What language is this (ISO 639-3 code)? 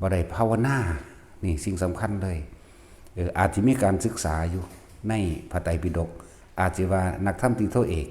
lao